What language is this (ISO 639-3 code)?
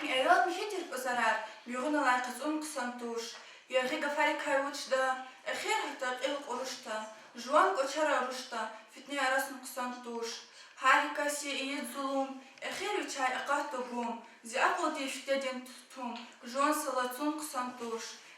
lez